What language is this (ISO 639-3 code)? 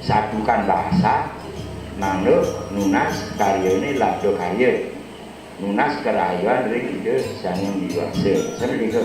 ban